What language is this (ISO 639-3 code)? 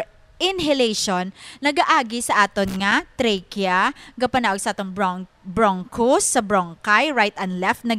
hil